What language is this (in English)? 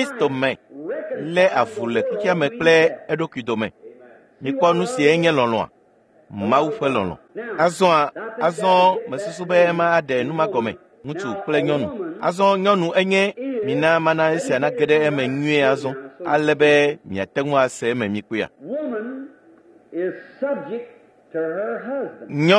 Ewe